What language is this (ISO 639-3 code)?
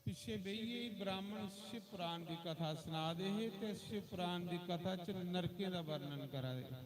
doi